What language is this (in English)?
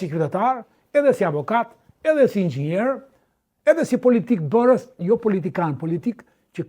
Albanian